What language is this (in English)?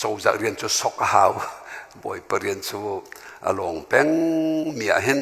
Hakha Chin